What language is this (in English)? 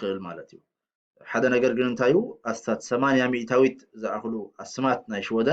Tigrinya